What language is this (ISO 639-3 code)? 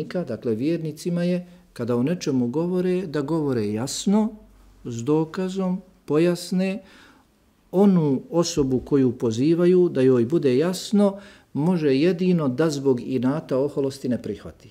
bos